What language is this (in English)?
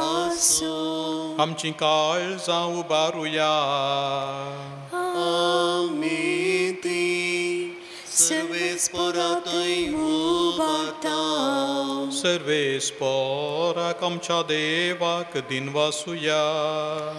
Konkani